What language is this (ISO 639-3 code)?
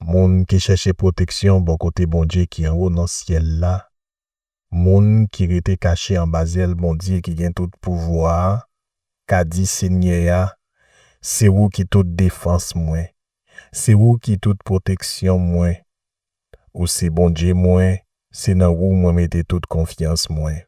hat